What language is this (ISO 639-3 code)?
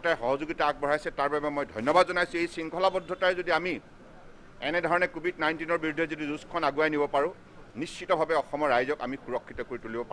asm